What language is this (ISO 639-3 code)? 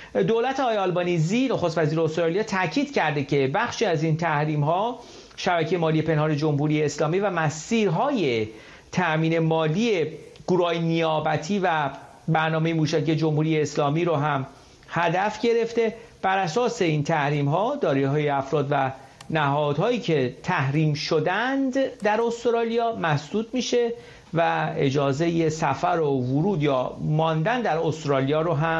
fas